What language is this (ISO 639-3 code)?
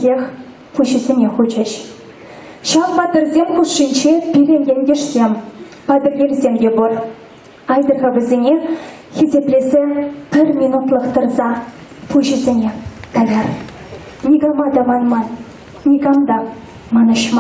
chv